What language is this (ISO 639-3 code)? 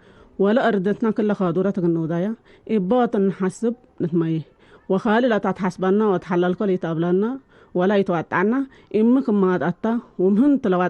tig